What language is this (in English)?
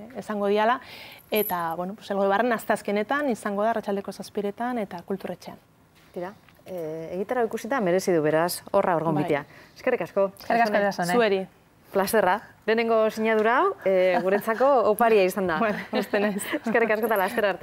Basque